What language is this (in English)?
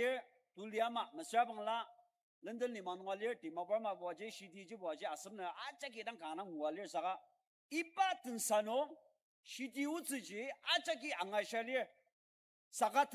Ao Naga